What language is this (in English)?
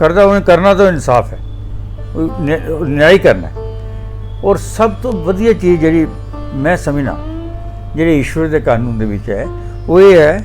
Dogri